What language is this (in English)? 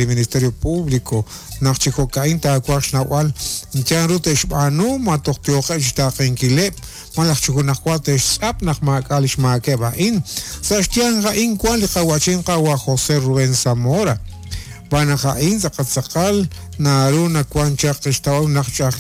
Kekchí